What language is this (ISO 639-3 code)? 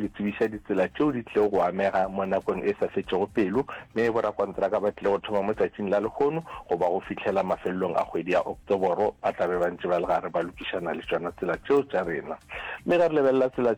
nso